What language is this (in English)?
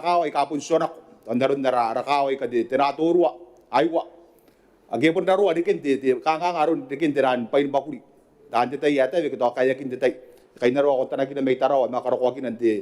Gilbertese